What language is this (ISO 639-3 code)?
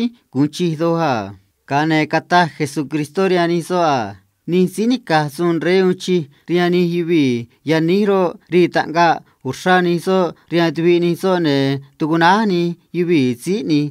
trc